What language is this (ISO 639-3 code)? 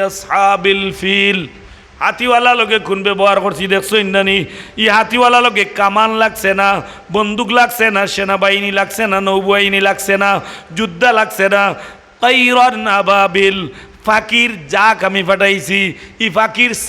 syl